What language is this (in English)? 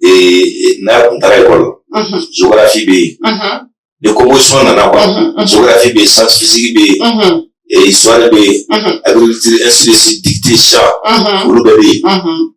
Bambara